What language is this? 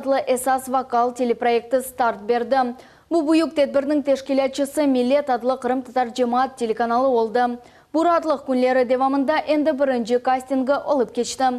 Crimean Tatar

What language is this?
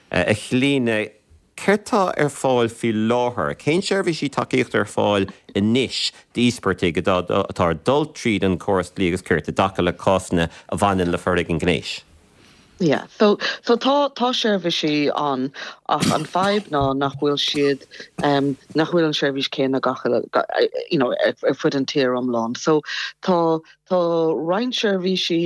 Irish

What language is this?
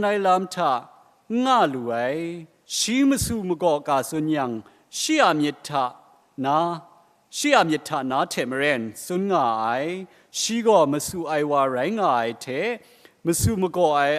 Kachin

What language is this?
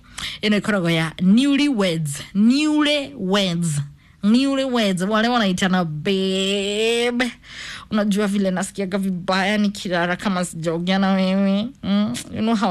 Kikuyu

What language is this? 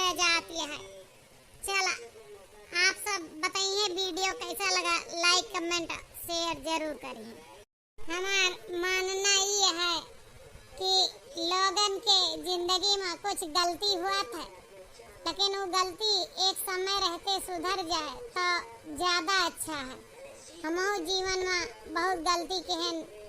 Awadhi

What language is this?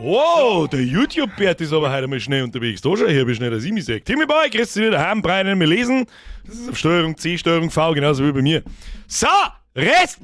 Bavarian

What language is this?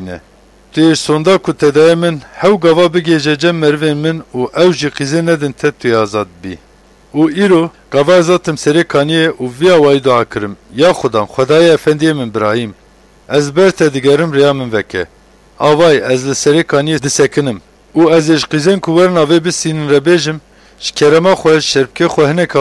Kurdish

